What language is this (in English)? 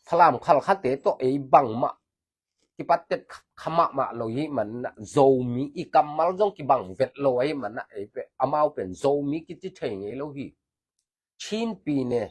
Tedim Chin